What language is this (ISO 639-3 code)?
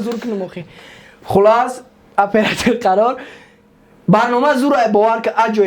tgk